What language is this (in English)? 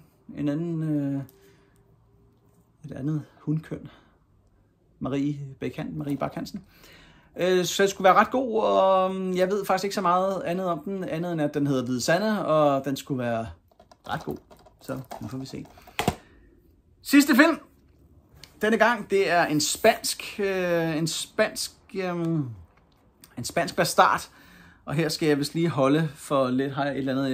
Danish